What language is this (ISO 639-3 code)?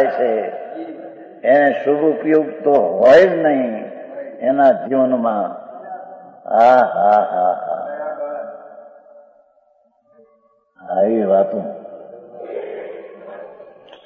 guj